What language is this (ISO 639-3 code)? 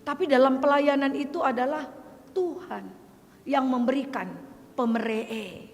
btx